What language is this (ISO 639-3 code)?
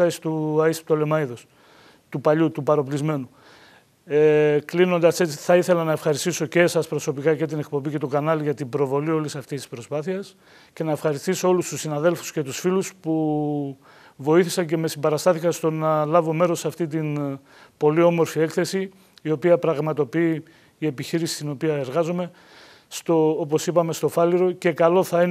ell